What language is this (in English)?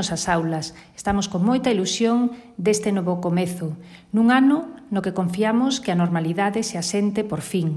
Galician